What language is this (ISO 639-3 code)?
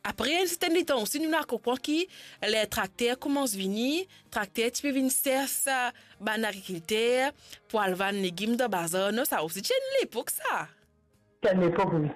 mfe